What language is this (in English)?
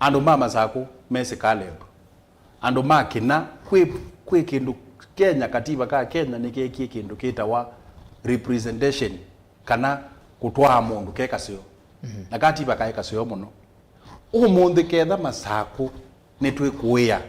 Kamba